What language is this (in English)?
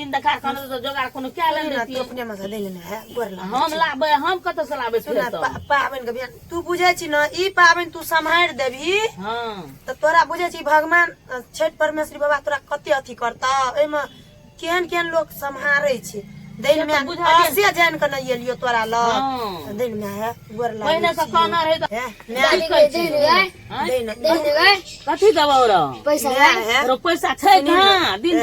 Maithili